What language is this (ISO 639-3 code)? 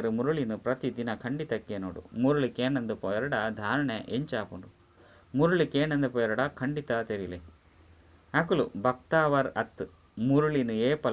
tcy